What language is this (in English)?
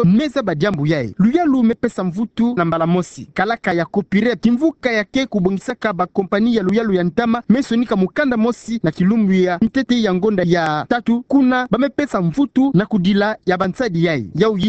Kituba (Democratic Republic of Congo)